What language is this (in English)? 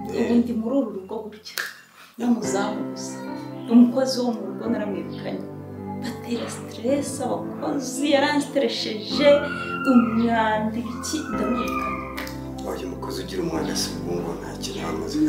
Kinyarwanda